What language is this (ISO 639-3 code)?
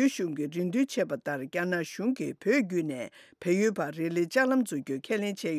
bod